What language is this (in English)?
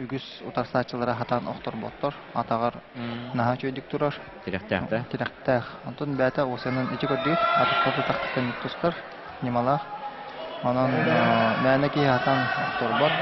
Yakut